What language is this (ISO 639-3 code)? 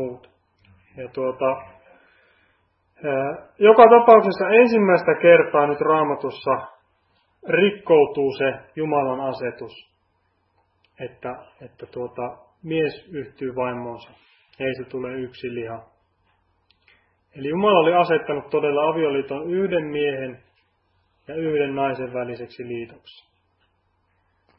fin